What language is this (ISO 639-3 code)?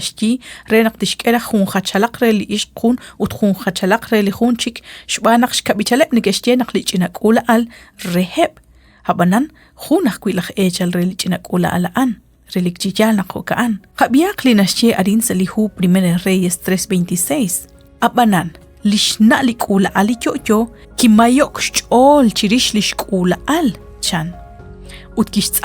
kek